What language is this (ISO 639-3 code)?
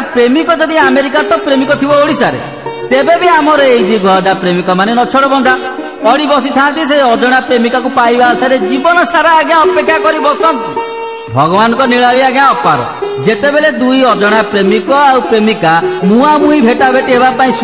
ori